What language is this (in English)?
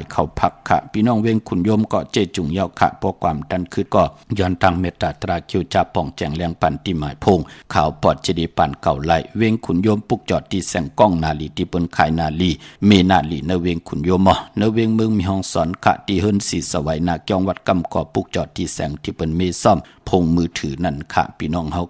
Shan